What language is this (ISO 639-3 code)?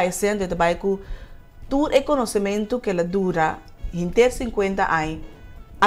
pap